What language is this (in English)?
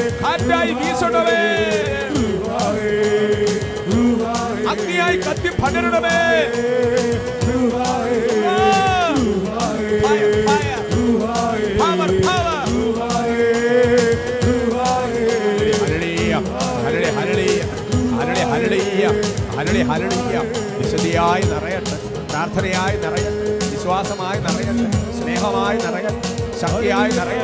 Malayalam